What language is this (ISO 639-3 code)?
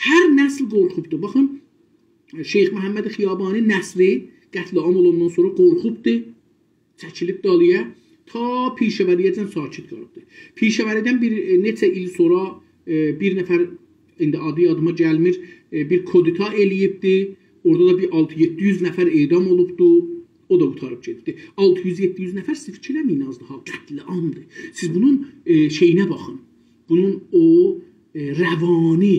azb